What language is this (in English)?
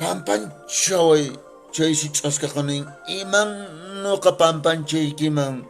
Quechua